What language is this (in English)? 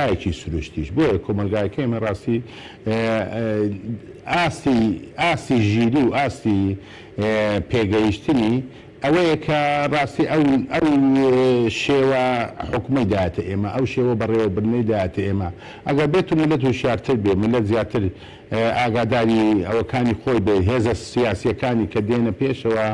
Central Kurdish